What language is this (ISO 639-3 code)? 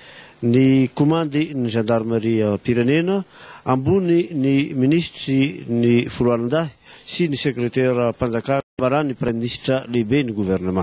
mlg